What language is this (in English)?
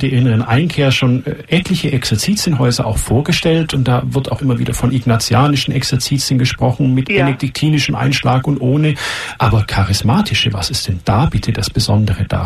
German